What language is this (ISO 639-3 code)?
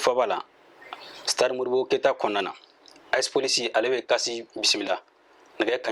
bam